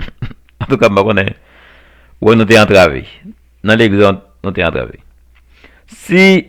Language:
Haitian Creole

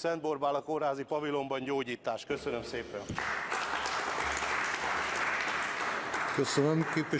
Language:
Hungarian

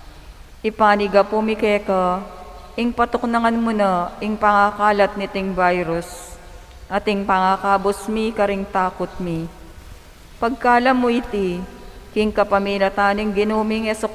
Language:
Pampanga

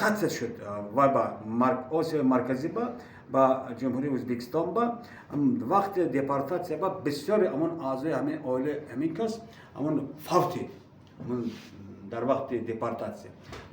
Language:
Tajik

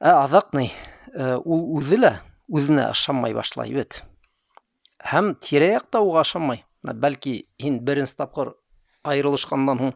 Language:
Bashkir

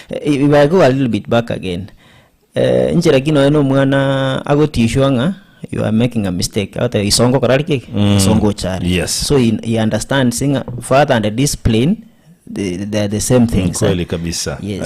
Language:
Gusii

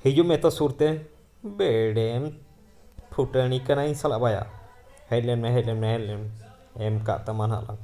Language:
Santali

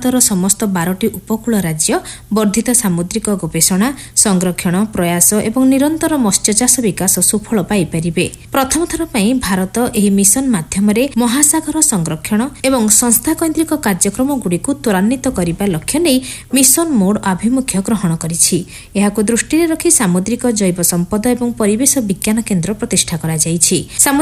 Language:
Odia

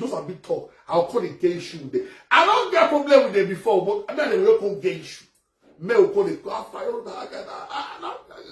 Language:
Nigerian Pidgin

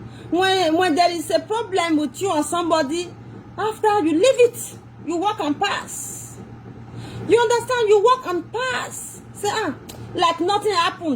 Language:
Nigerian Pidgin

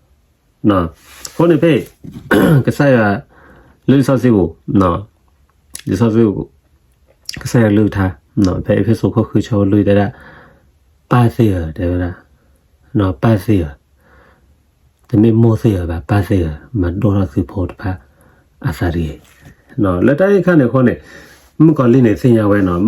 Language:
S'gaw Karen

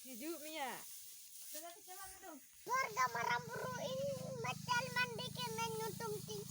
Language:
Santali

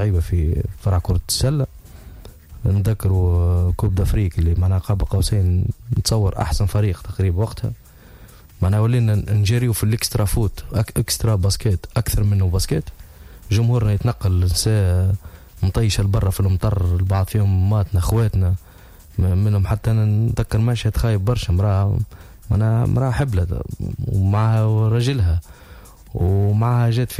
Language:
Tunisian Arabic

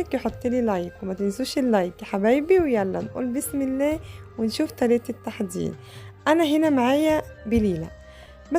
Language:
Egyptian Arabic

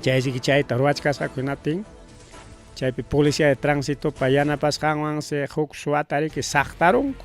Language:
Ayacucho Quechua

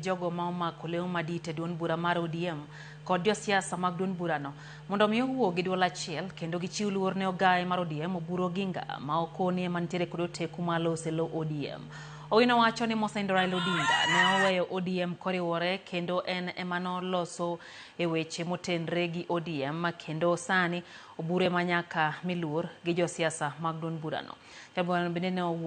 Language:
Luo (Kenya and Tanzania)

